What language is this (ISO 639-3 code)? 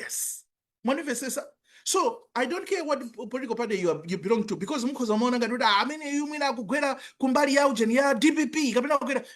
nya